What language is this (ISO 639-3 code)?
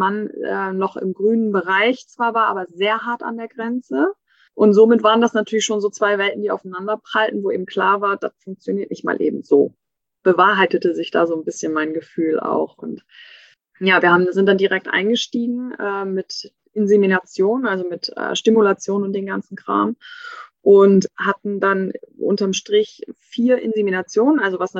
deu